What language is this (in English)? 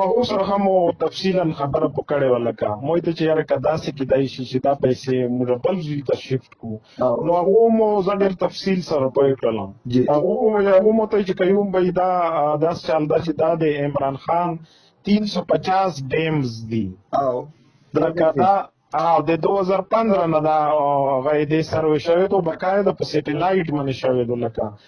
Pashto